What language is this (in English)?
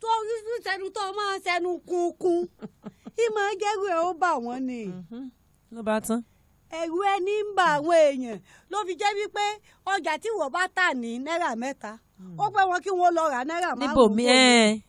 Yoruba